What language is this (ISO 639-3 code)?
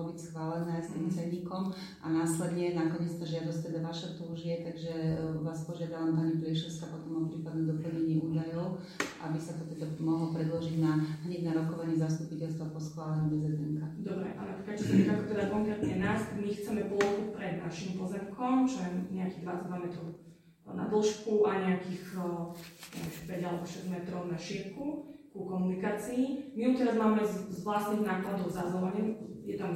slk